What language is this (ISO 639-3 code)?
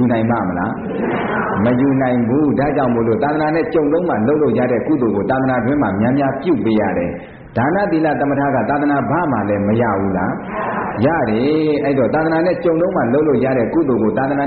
mya